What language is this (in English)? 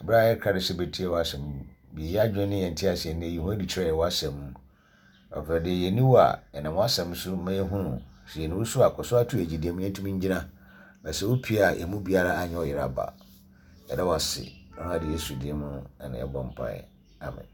Akan